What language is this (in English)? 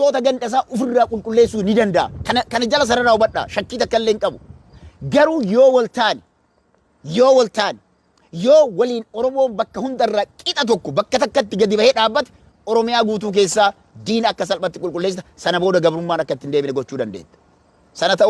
Oromo